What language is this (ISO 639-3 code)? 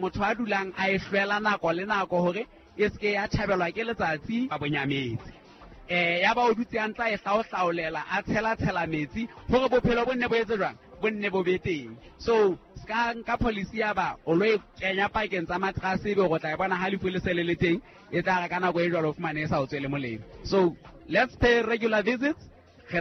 sot